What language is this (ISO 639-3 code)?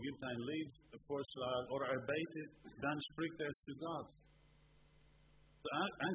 deu